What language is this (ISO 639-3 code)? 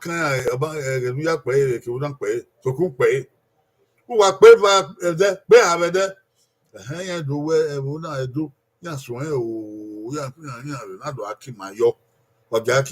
bin